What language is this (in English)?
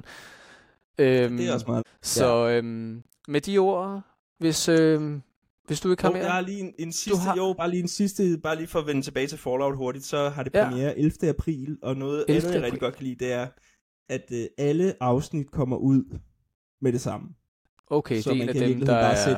Danish